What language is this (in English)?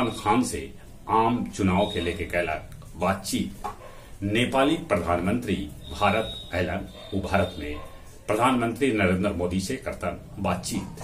Magahi